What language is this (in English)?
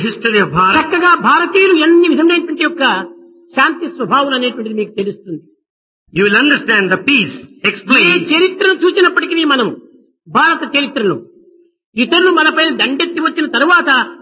Telugu